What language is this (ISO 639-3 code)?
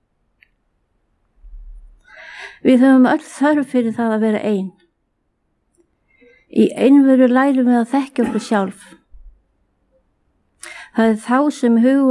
isl